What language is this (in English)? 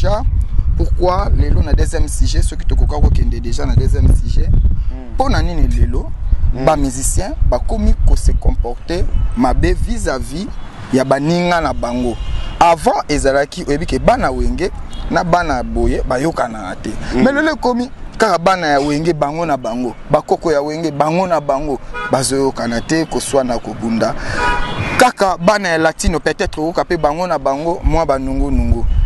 Lingala